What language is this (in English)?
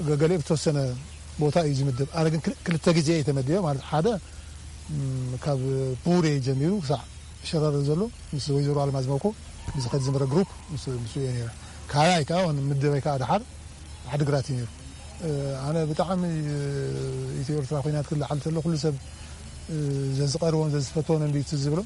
Tigrinya